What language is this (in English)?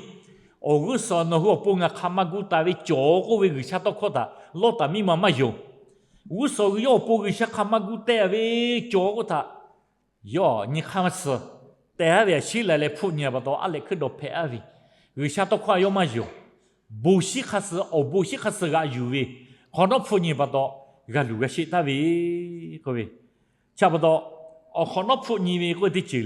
Lahu